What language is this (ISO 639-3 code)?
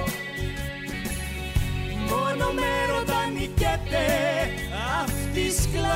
ell